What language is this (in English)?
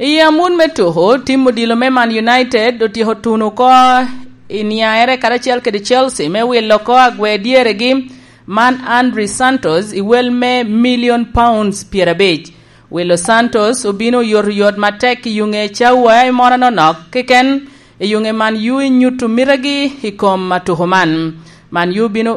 Lango (Uganda)